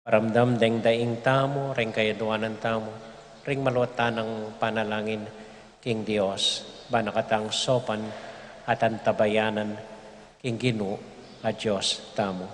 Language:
Pampanga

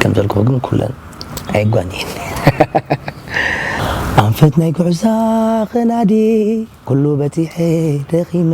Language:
Tigrinya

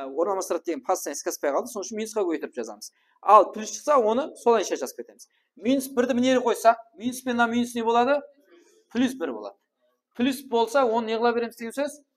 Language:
Kara-Kalpak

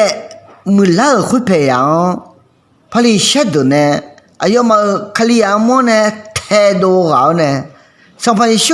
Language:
Akha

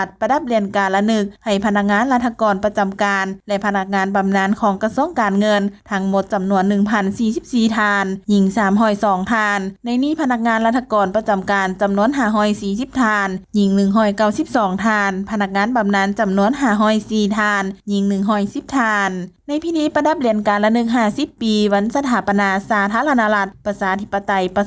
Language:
Lao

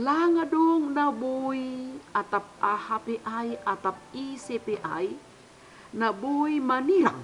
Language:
Batak Simalungun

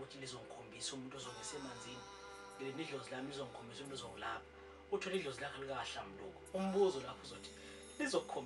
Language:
Zulu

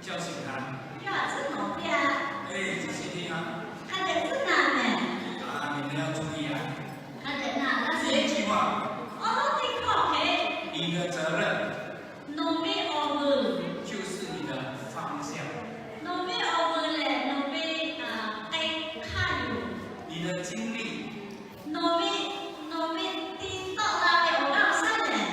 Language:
Lahu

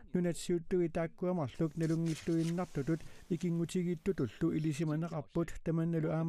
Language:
Kalaallisut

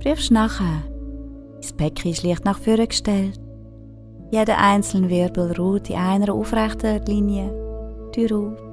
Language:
Swiss German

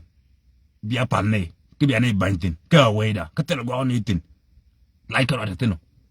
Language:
Nuer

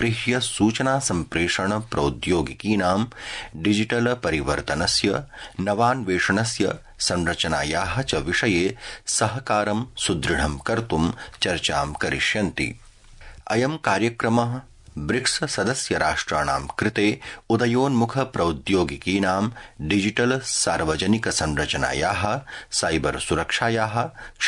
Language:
Sanskrit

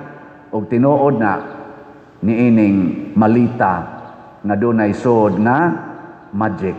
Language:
Cebuano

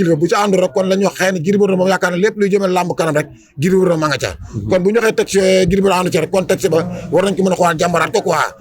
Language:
Wolof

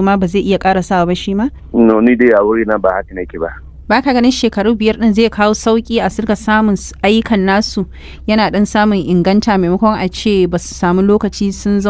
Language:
Hausa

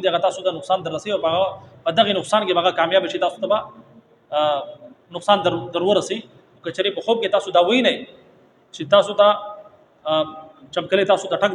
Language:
Pashto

